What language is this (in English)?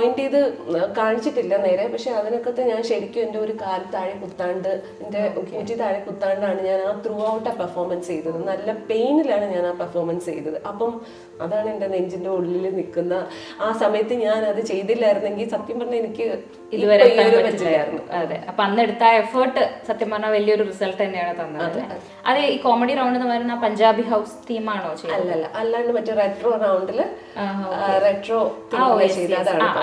Malayalam